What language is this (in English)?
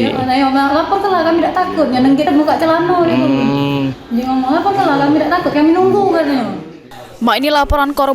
Musi